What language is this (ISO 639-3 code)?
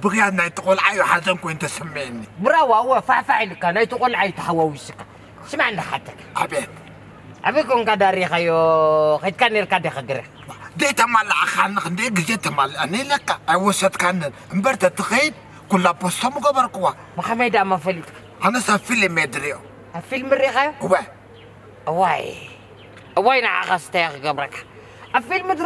tir